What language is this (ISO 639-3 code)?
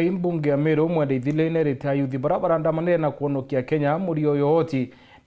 mer